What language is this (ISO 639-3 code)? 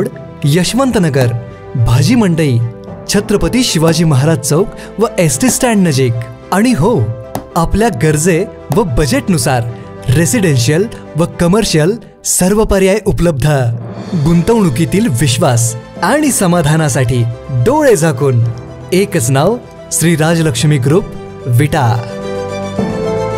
mar